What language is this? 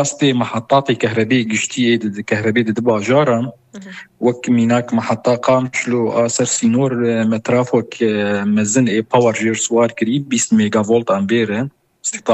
Kurdish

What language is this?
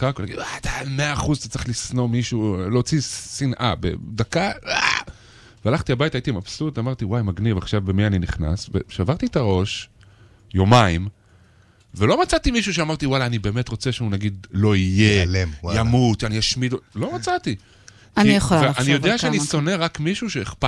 Hebrew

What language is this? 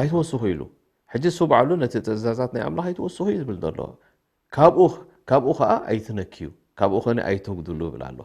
Tigrinya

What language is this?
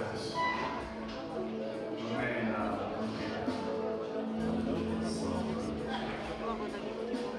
Bulgarian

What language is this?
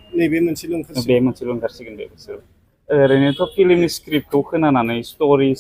Bodo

